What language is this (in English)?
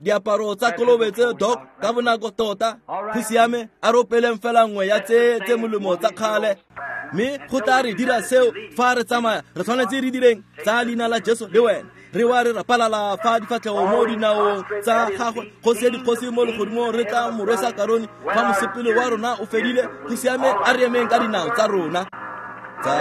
Tswana